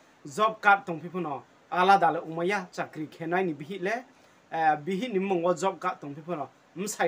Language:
Riang (India)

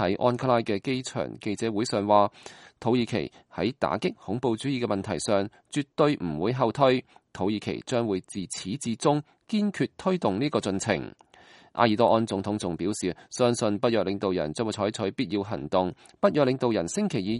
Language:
Cantonese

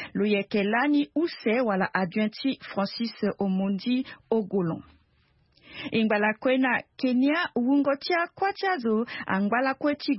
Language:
Sango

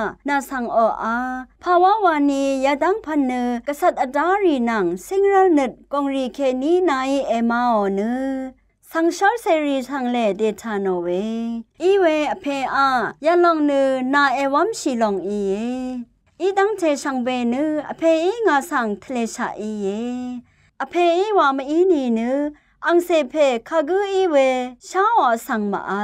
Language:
Rawang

